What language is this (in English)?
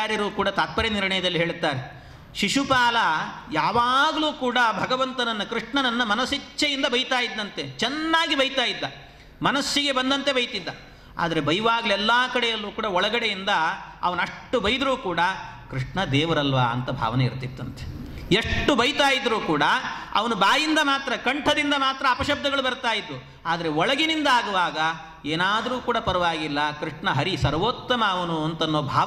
Kannada